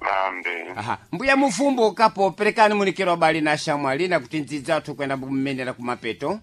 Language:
Sena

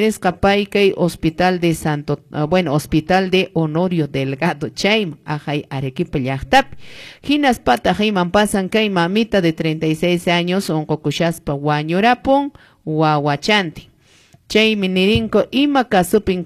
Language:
Quechua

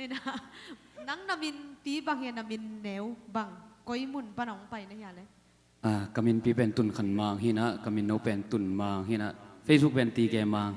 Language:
Tedim Chin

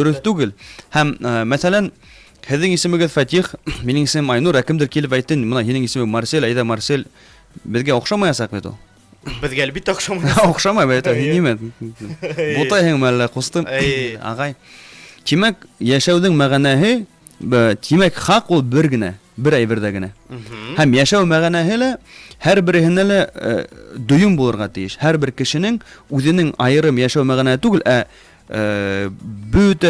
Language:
Bashkir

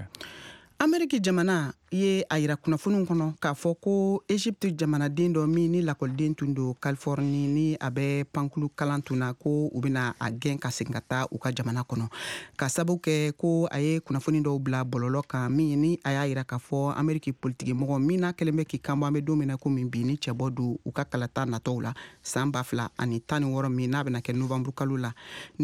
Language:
Bambara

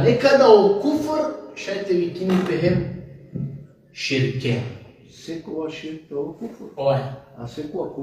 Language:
Balkan Romani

